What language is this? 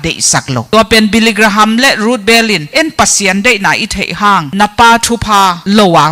Tedim Chin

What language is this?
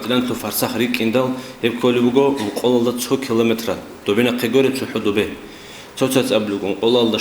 Avaric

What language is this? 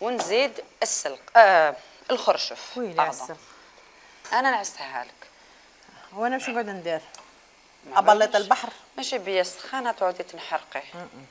Algerian Arabic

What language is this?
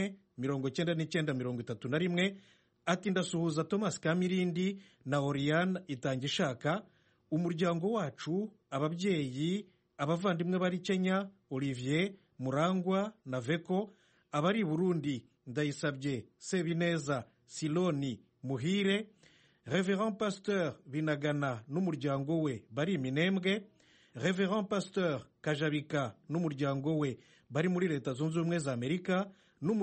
Kinyarwanda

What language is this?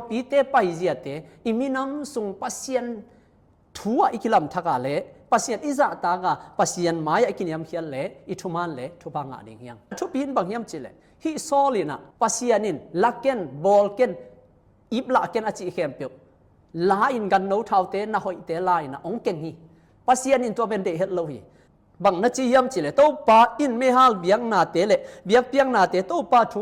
Tedim Chin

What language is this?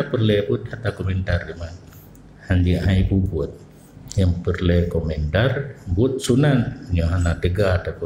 Achinese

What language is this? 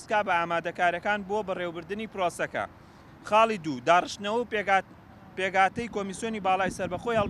Central Kurdish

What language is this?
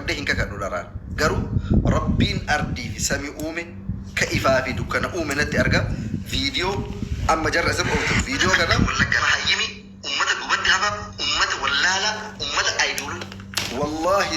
Oromo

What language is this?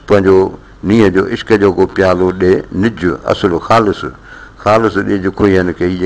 Sindhi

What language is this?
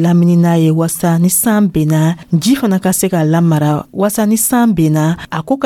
Dyula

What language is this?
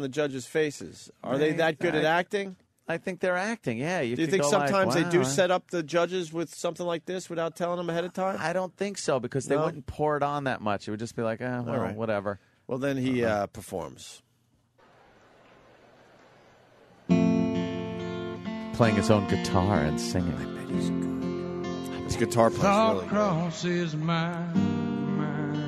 English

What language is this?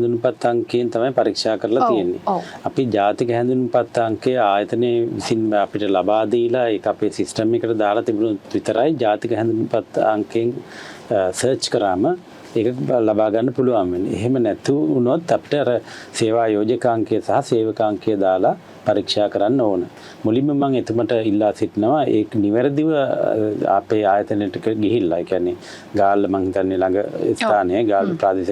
Sinhala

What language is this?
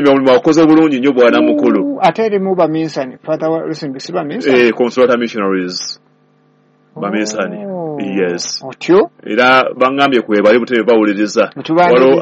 Ganda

